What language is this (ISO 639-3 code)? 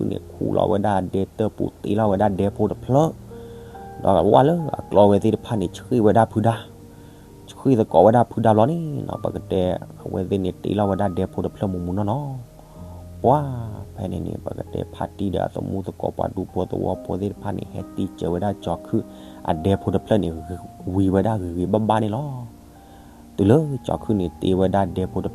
ksw